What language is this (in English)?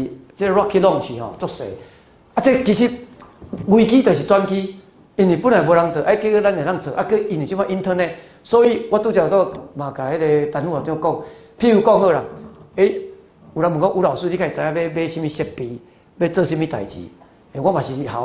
Min Nan Chinese